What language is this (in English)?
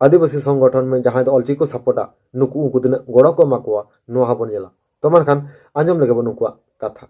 Santali